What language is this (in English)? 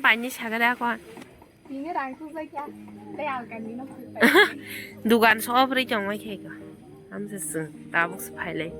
Kok Borok